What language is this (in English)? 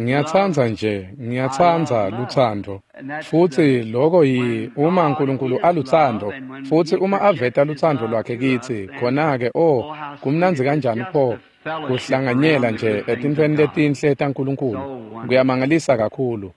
Swati